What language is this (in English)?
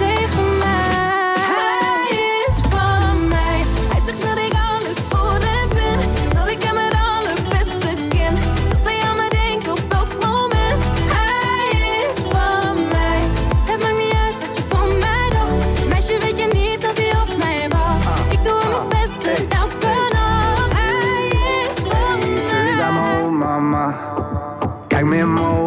Dutch